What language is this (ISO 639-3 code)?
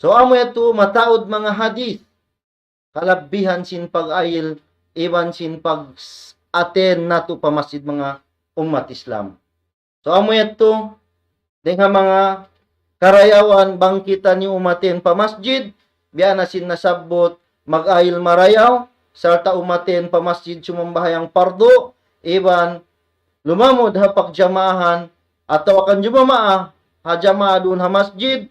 tsg